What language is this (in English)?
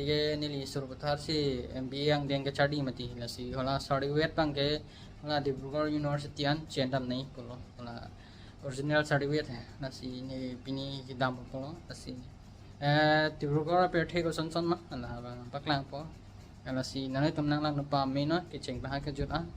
Karbi